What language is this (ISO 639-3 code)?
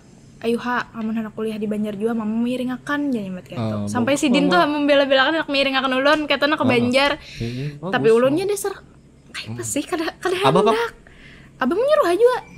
bjn